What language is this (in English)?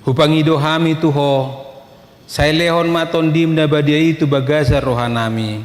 Batak Toba